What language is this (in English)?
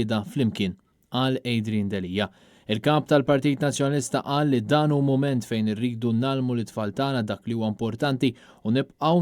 Maltese